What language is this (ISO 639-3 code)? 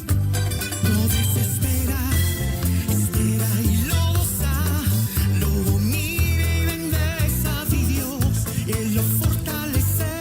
pap